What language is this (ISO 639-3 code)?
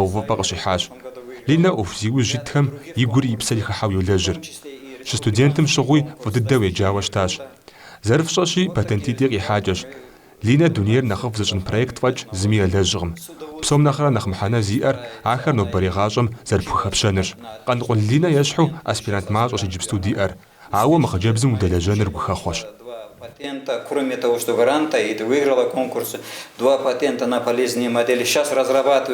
kbd